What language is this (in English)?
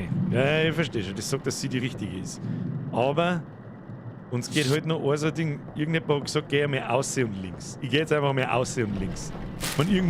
Bavarian